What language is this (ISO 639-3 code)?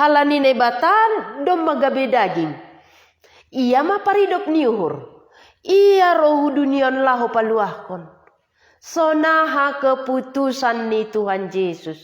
bts